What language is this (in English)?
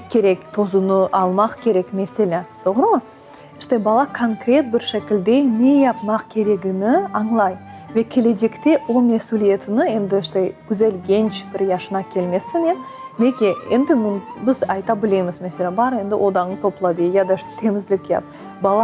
Crimean Tatar